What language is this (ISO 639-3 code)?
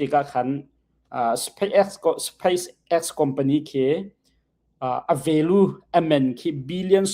cnh